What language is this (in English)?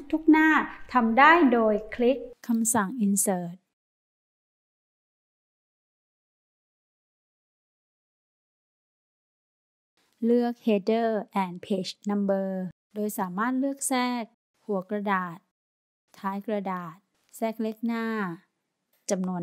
Thai